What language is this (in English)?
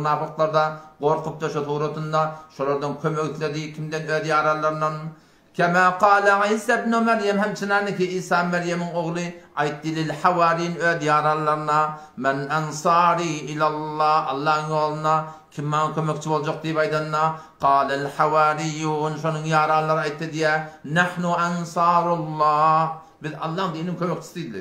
Turkmen